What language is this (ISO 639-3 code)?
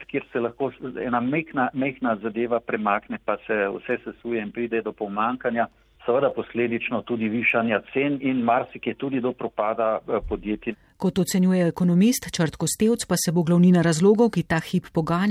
slv